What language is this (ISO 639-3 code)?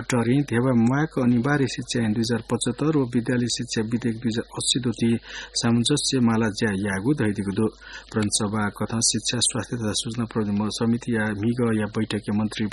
new